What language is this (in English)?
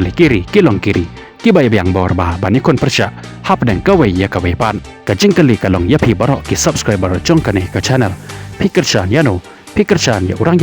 Khasi